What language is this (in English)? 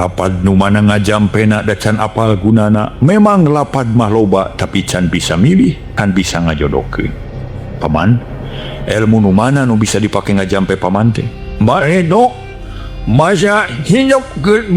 Sundanese